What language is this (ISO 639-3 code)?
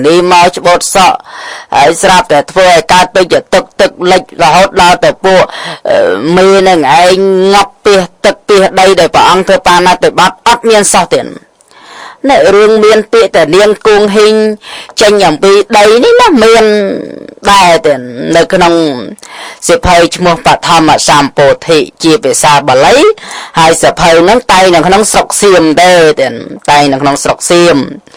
khm